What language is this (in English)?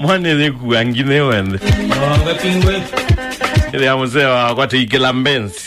Kamba